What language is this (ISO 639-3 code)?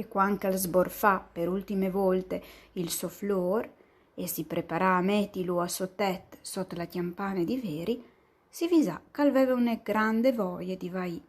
fur